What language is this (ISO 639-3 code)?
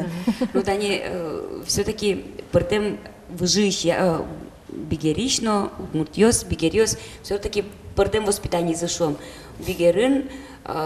udm